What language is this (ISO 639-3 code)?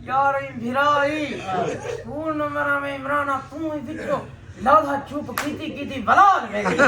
skr